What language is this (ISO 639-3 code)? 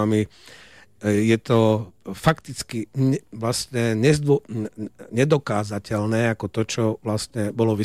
slk